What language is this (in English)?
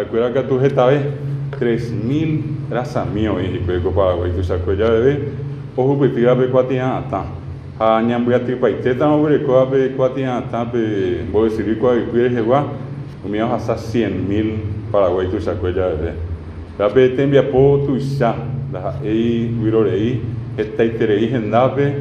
Guarani